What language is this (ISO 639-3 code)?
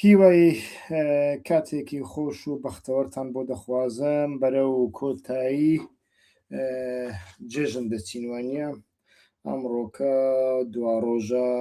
ckb